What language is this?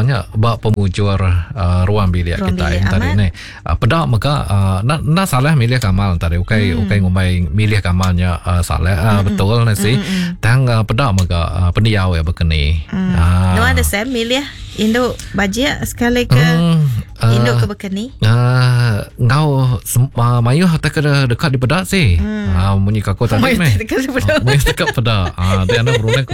Iban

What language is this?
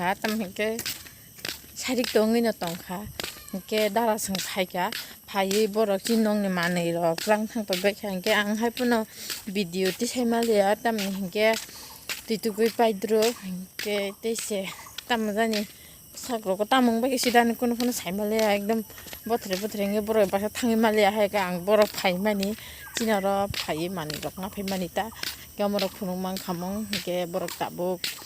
Kok Borok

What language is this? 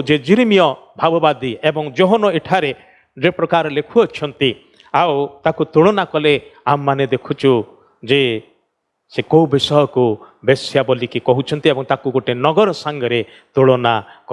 Odia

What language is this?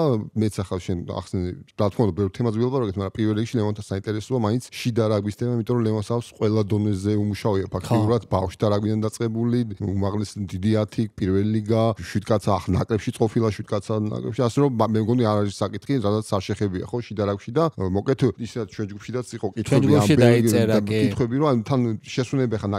Georgian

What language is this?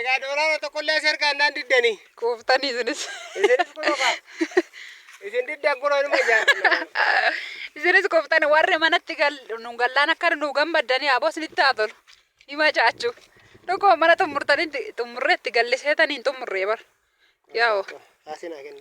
Oromo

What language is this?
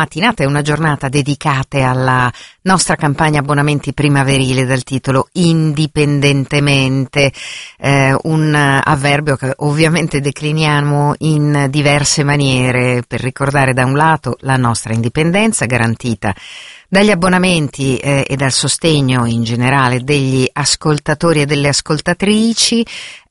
Italian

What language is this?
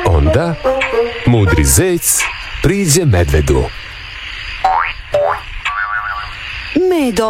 Serbian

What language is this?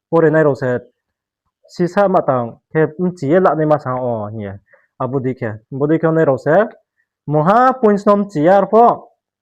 Riang (India)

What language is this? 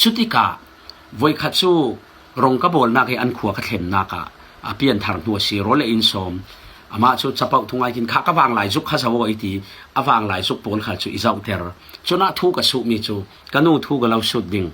Falam Chin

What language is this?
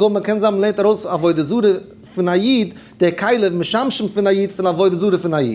Yiddish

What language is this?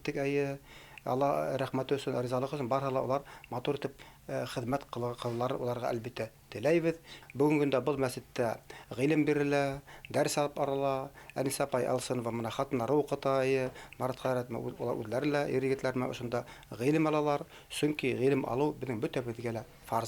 Bashkir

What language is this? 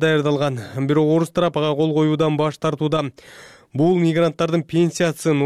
Kyrgyz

